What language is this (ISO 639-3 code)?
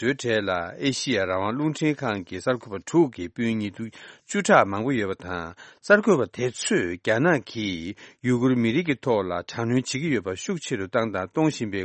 bod